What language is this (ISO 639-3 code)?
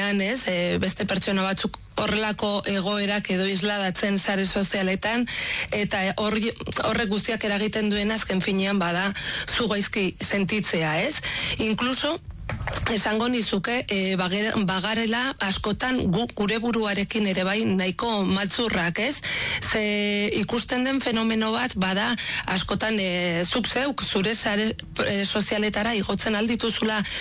eus